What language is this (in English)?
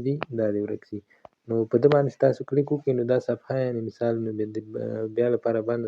Pashto